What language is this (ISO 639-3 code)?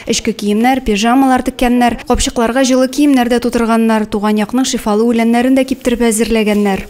tat